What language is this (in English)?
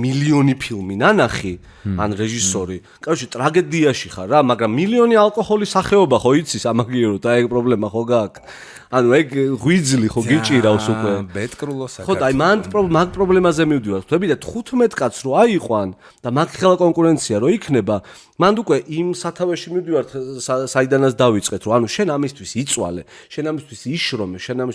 Georgian